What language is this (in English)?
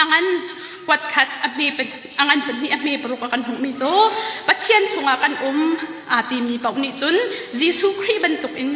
Hakha Chin